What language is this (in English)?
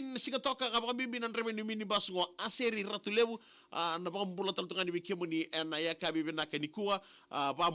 Fijian